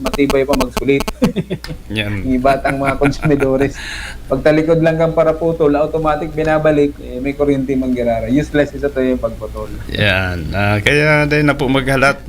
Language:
Bikol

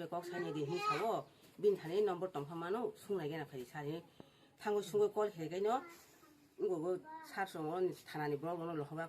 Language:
Kok Borok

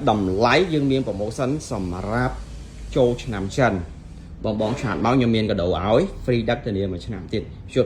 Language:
Khmer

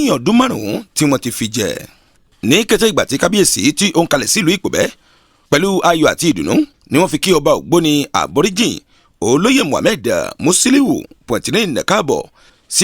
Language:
Yoruba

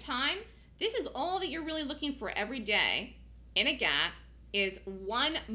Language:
English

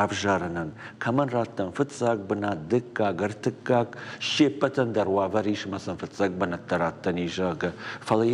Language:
Ossetic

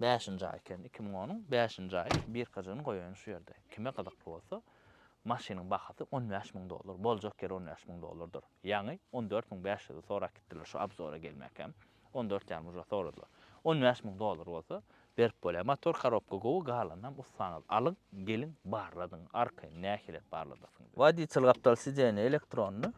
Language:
Turkmen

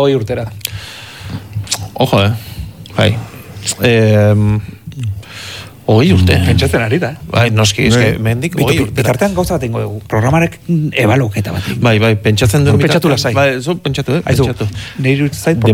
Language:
Basque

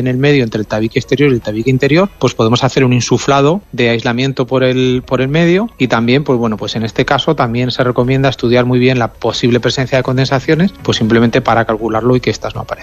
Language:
Spanish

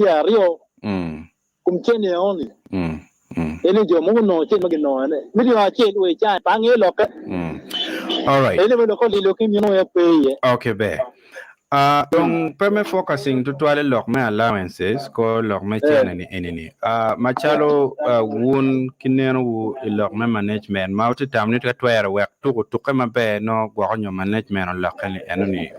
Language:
Acoli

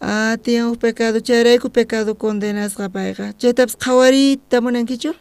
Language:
South Bolivian Quechua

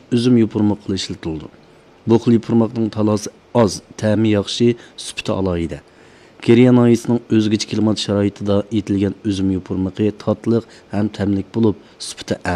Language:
Uyghur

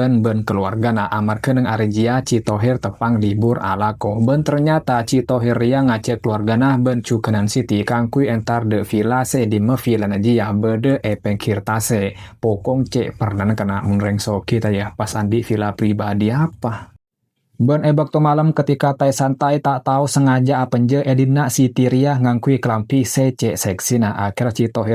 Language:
Madurese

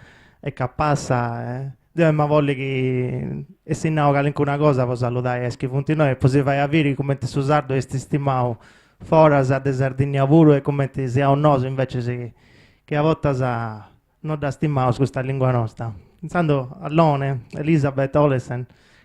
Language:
Sardinian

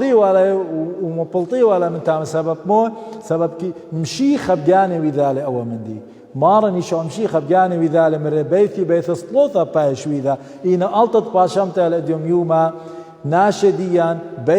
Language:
Assyrian Neo-Aramaic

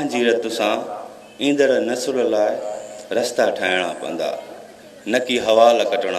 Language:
Sindhi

